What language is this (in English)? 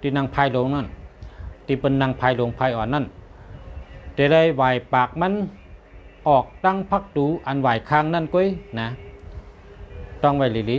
Shan